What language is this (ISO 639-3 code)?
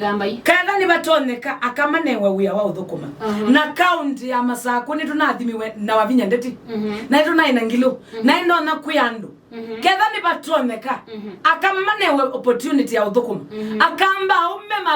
kam